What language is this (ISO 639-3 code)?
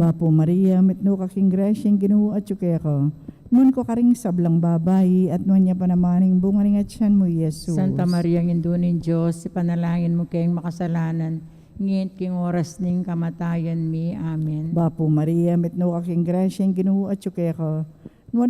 pam